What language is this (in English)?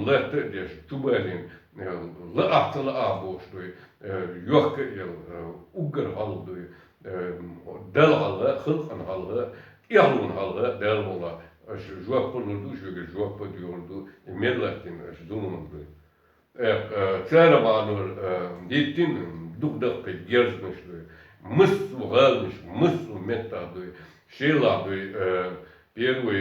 Chechen